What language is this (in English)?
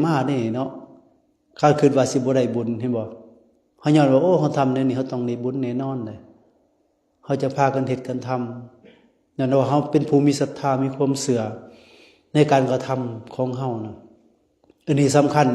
Lao